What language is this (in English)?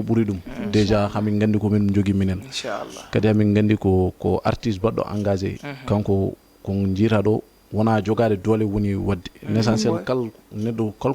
Fula